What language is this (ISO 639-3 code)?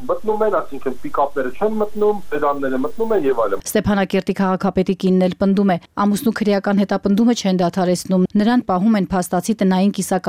hye